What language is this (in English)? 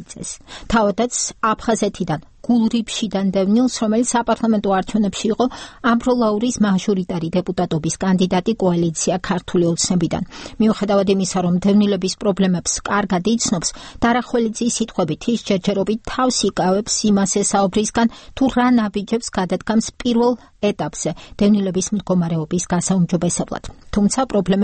Georgian